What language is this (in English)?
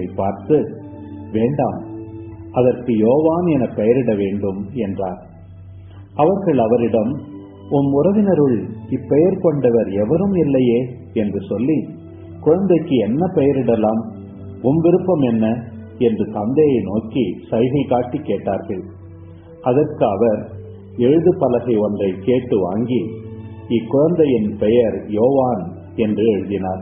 Tamil